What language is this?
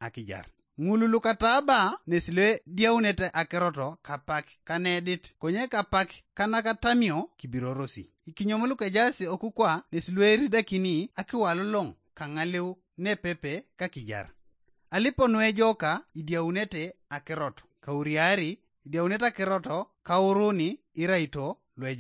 Teso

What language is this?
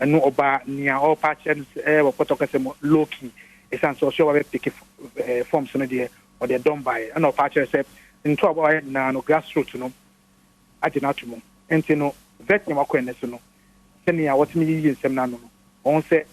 Akan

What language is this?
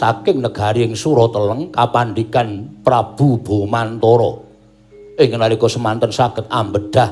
Javanese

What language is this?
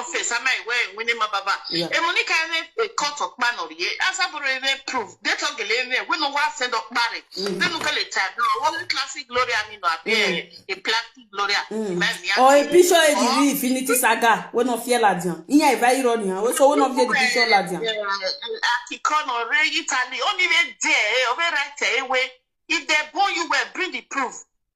Nigerian Pidgin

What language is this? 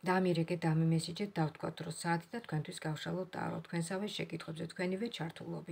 Georgian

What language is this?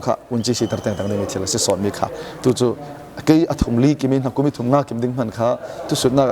Falam Chin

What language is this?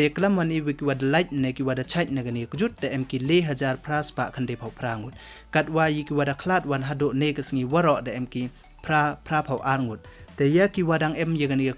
Pnar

